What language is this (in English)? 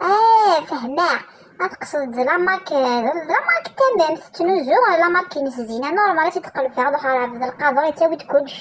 Kabyle